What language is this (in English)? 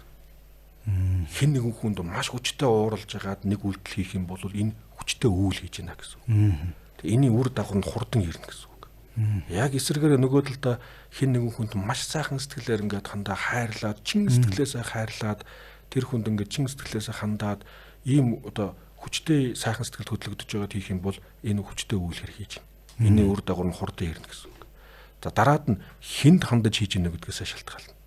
Mongolian